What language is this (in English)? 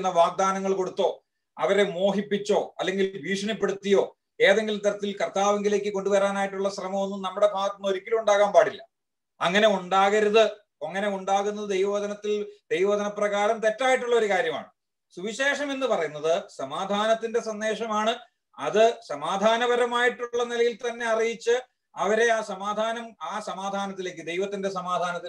Malayalam